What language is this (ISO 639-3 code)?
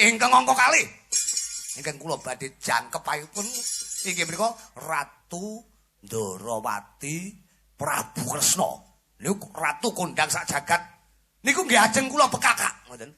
jav